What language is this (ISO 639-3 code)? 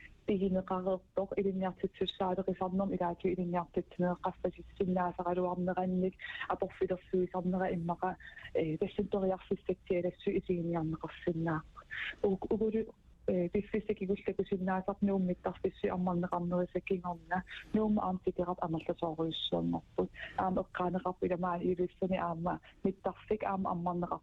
kal